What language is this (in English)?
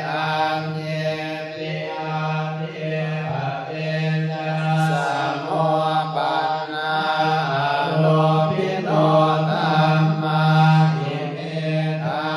Pali